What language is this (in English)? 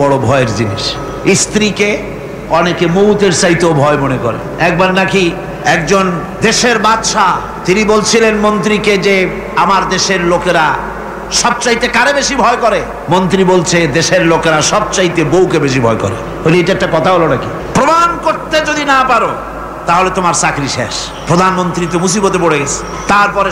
Bangla